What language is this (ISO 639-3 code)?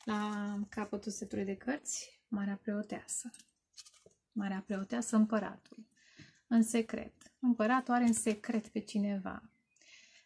ron